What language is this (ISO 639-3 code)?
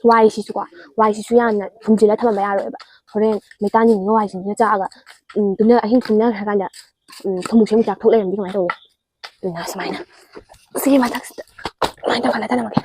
mni